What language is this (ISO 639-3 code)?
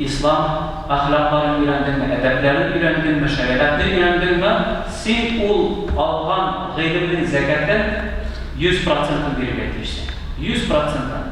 tat